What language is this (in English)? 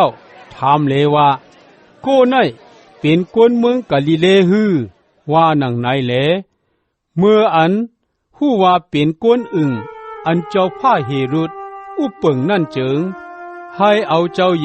Shan